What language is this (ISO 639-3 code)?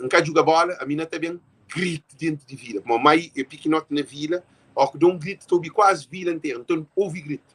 kea